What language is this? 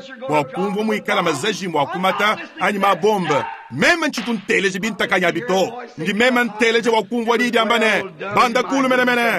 Luba-Lulua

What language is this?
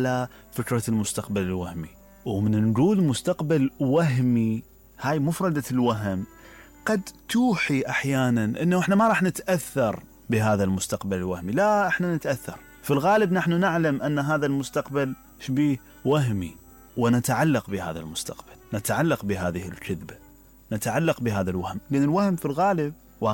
Mesopotamian Arabic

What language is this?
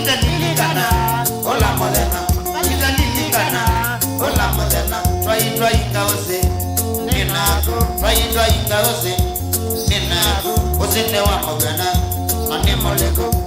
Kamba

